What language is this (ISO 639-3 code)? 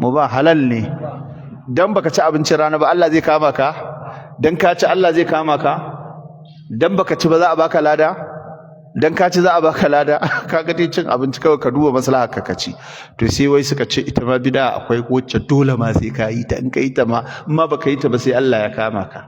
hau